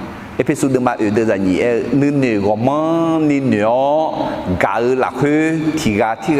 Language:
Akha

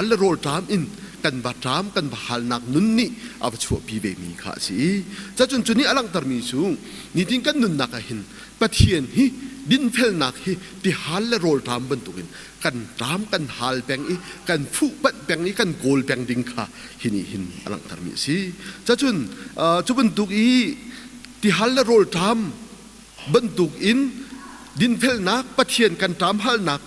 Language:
Hakha Chin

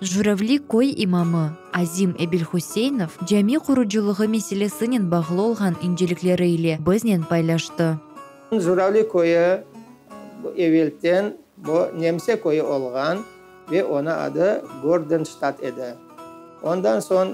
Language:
Crimean Tatar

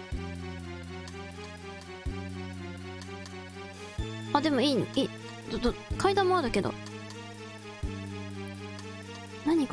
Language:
Japanese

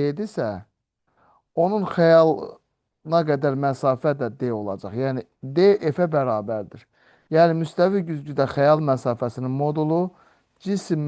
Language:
Azerbaijani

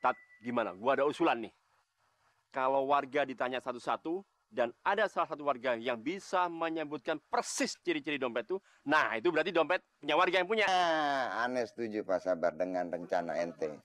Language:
Betawi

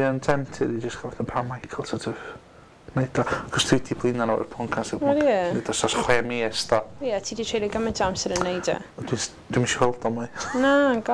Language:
Welsh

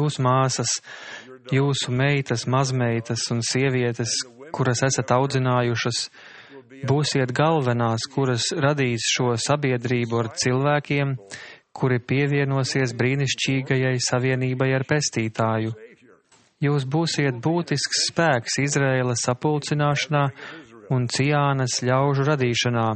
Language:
Latvian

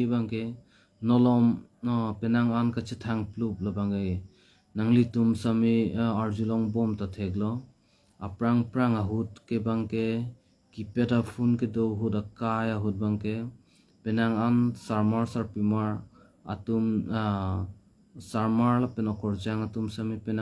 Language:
Karbi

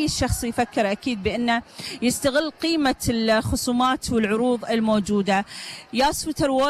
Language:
Gulf Arabic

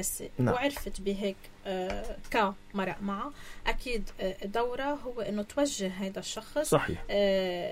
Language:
North Levantine Arabic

